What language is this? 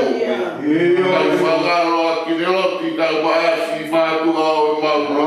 Tongan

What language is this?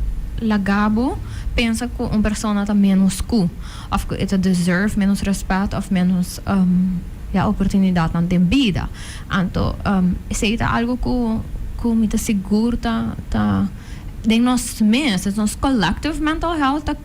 Papiamento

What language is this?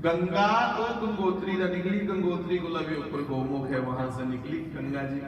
Dogri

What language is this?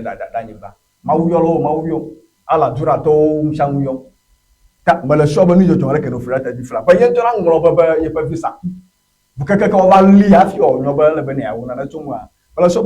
Ewe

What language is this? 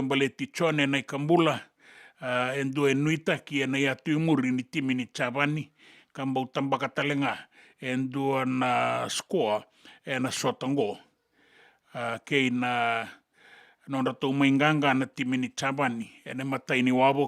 Fijian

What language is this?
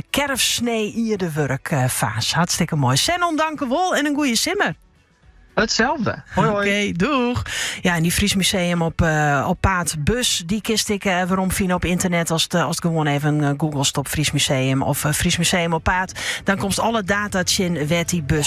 Western Frisian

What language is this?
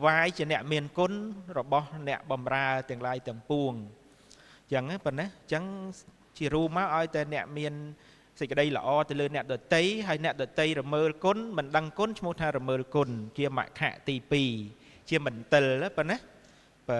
Khmer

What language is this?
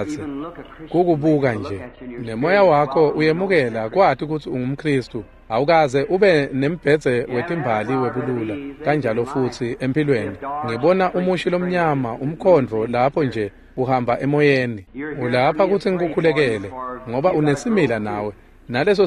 Swati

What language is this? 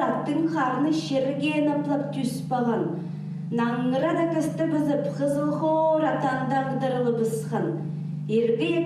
Khakas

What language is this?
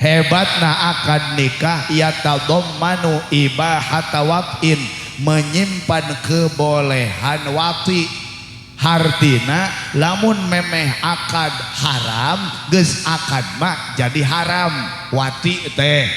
Sundanese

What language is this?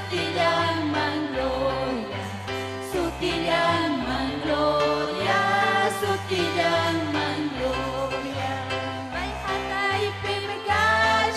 Ayacucho Quechua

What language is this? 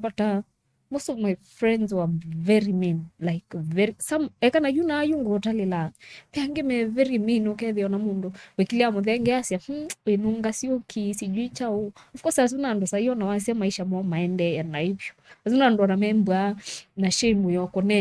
Kamba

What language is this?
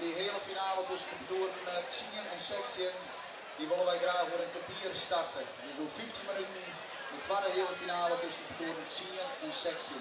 Western Frisian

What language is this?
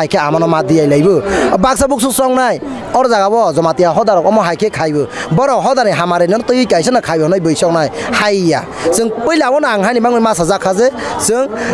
Kok Borok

